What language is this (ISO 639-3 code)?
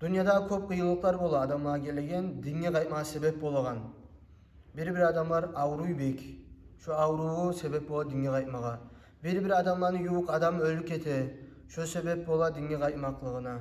kum